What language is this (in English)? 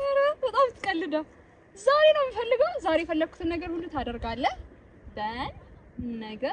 Amharic